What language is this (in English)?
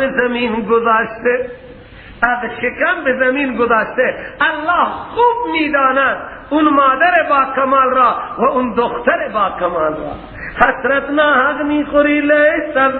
Persian